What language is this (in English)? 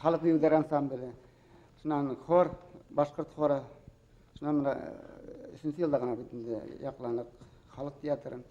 Bashkir